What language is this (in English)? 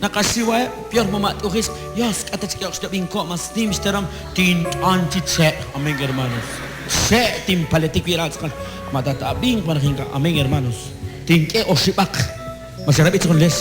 Kekchí